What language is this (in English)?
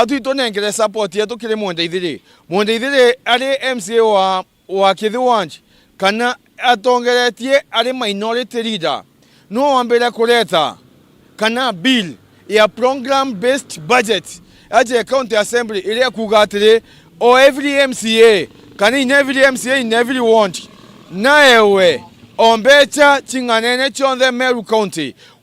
Meru